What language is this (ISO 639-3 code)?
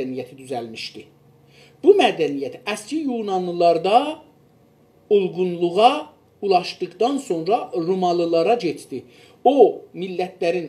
azb